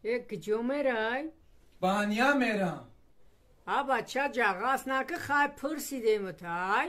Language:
Tajik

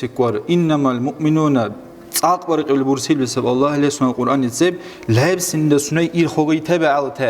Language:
Dargwa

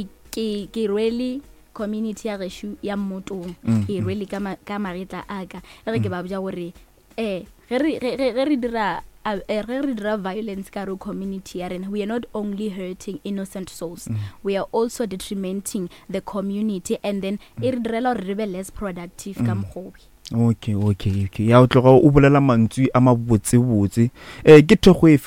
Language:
Northern Sotho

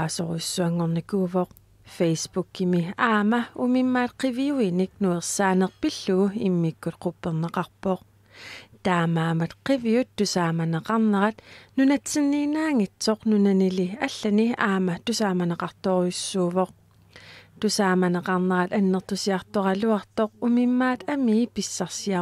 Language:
Kalaallisut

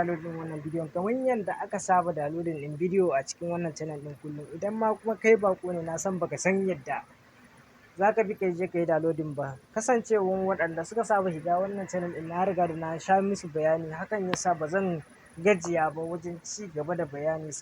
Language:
Hausa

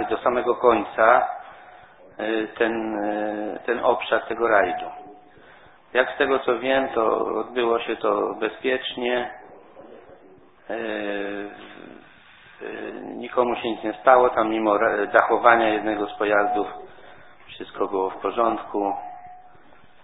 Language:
Polish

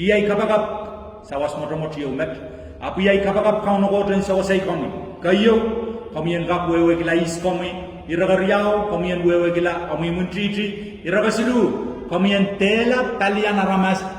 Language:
Pohnpeian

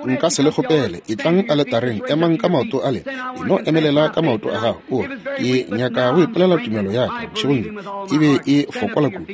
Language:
Northern Sotho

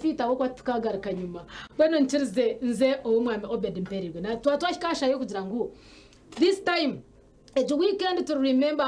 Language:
Nyankole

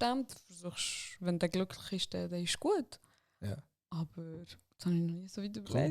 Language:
Swiss German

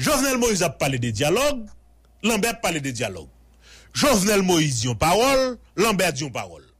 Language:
Haitian Creole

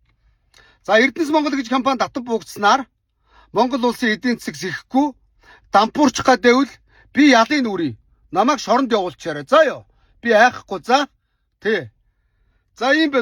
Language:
Mongolian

